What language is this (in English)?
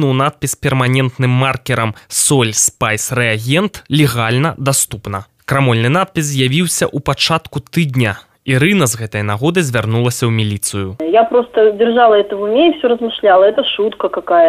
Belarusian